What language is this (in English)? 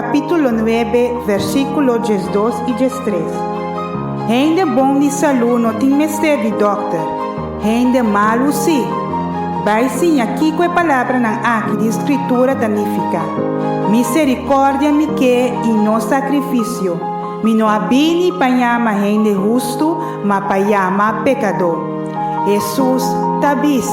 Papiamento